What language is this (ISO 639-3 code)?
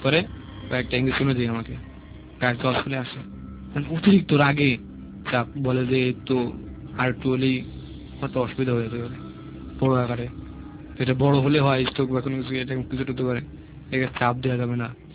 ben